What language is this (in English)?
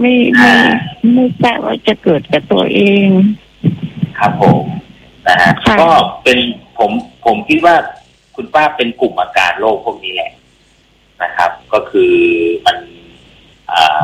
Thai